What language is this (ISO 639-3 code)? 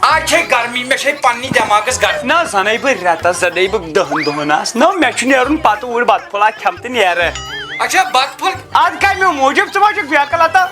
kas